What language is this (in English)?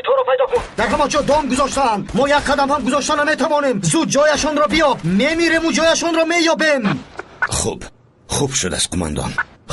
Tajik